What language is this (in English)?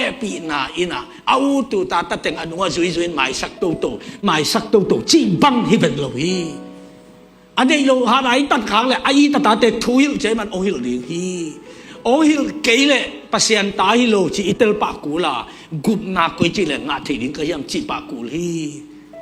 Tedim Chin